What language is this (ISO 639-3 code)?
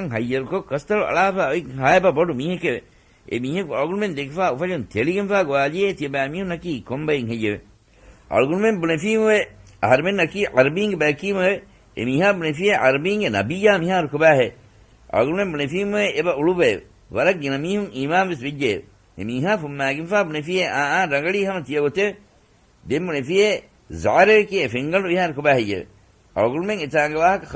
div